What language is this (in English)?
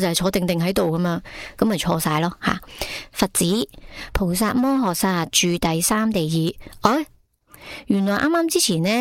Cantonese